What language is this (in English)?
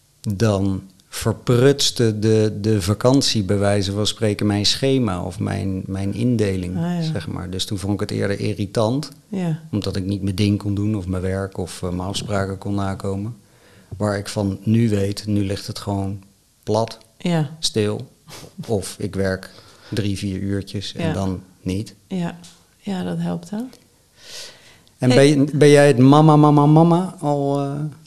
Dutch